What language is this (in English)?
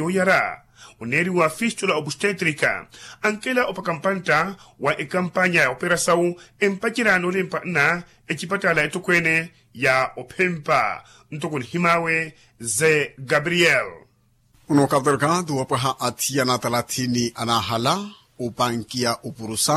Makhuwa